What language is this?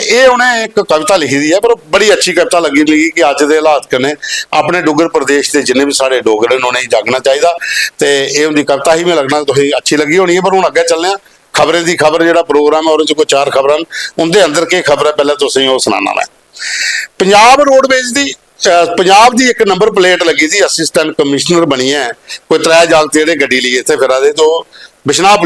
Dogri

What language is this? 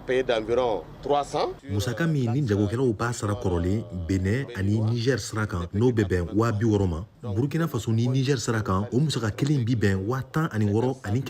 Bambara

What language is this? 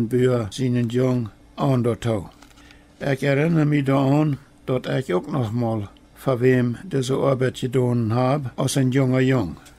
Plautdietsch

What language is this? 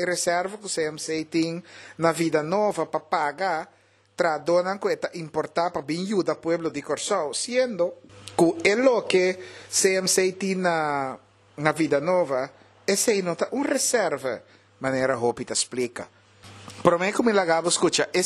Papiamento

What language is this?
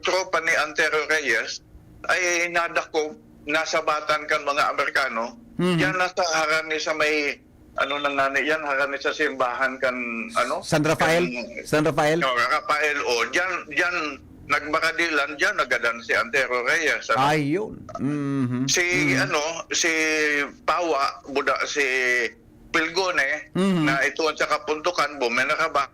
Bikol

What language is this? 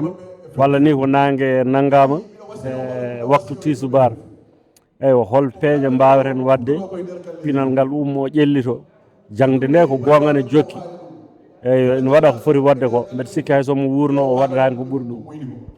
Fula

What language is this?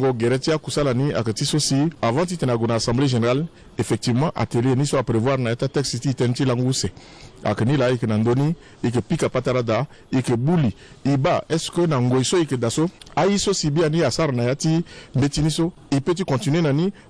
Sango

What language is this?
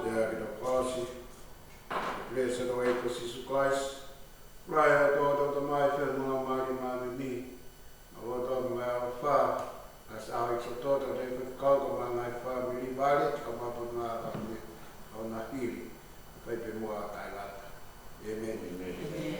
Tongan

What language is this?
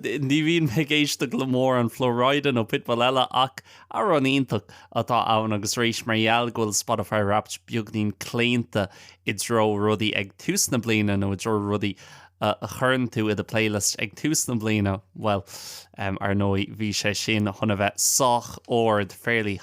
Irish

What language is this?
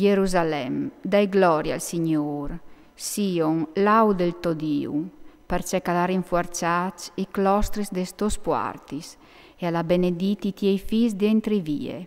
Friulian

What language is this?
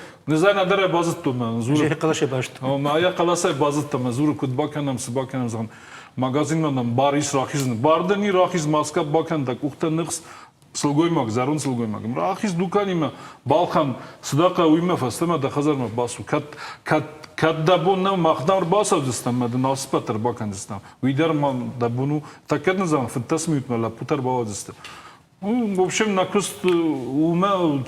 Ossetic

